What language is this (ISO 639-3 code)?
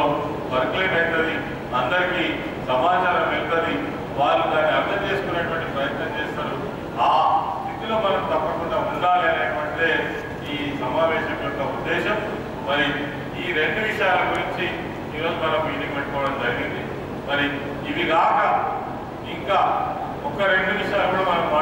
tel